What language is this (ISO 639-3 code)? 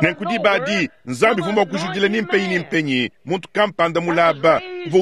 lua